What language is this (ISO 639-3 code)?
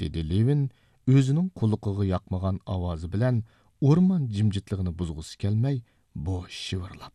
uig